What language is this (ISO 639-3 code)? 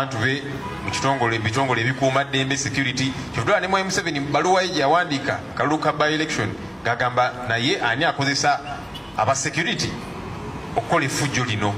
lug